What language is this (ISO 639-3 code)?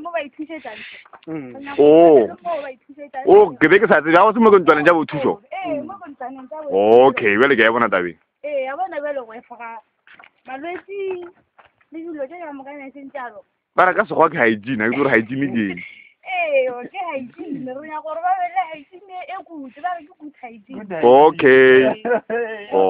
nso